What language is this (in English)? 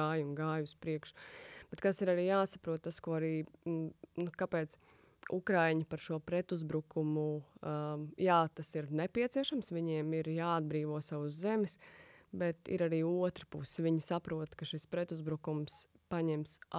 Latvian